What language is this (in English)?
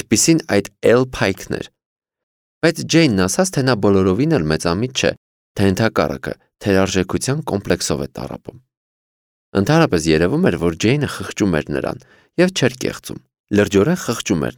Armenian